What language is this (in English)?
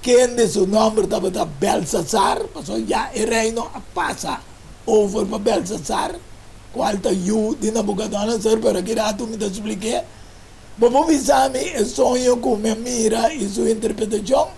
Papiamento